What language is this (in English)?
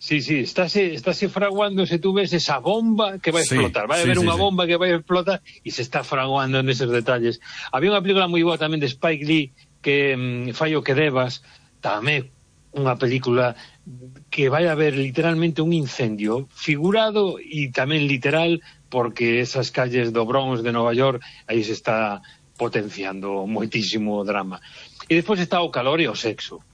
Galician